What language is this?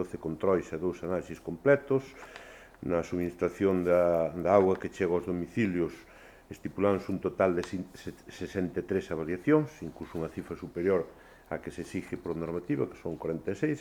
Galician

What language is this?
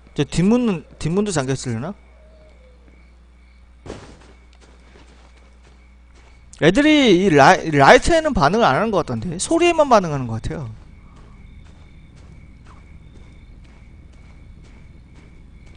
Korean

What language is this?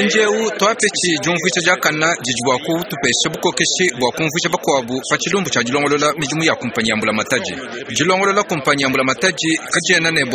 Luba-Lulua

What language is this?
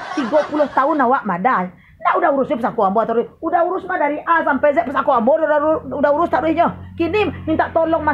Minangkabau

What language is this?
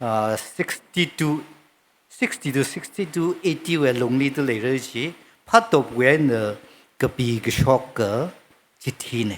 Tangkhul Naga (India)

